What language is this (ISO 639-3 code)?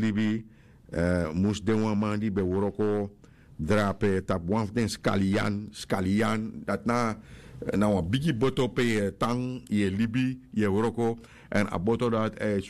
srn